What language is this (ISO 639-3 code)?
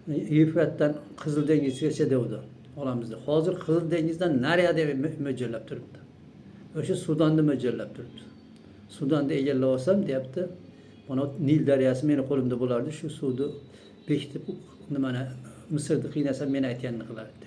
uzb